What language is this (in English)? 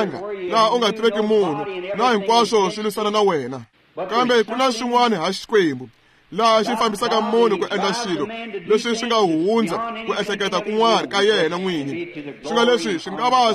Tsonga